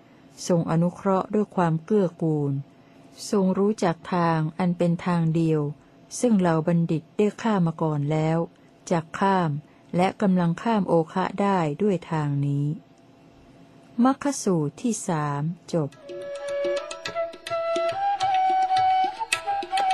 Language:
Thai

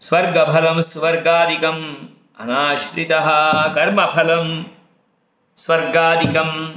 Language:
Sanskrit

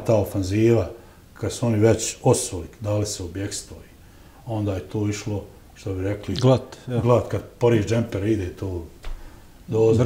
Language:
Bosnian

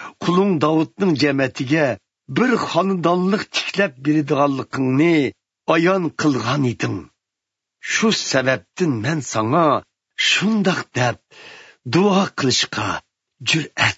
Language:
Uyghur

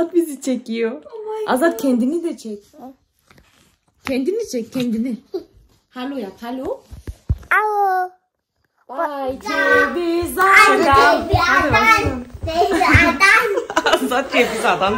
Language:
Turkish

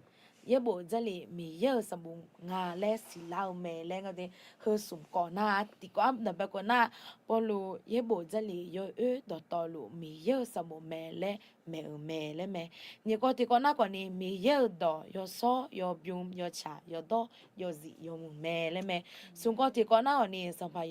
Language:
Akha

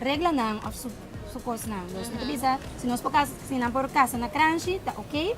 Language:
Papiamento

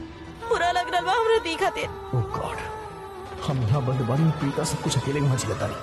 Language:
Bhojpuri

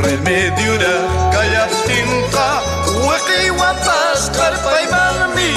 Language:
Ayacucho Quechua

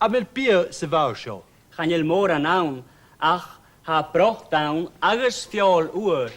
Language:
Scottish Gaelic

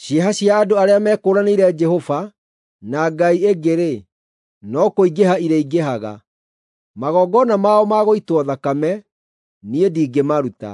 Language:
Kikuyu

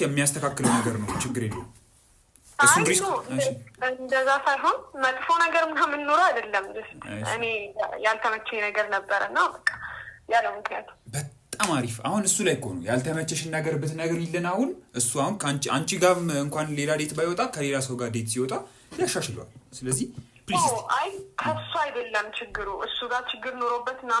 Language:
Amharic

